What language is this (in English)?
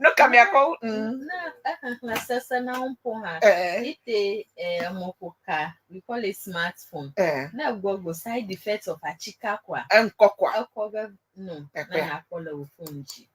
Ewe